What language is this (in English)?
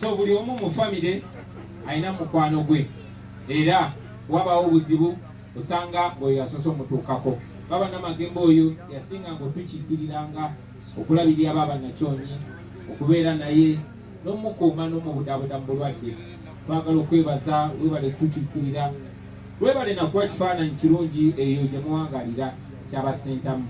Ganda